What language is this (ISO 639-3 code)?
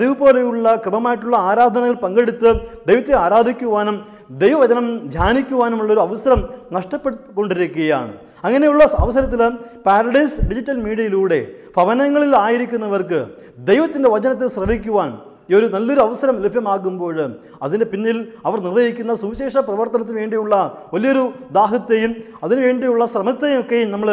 mal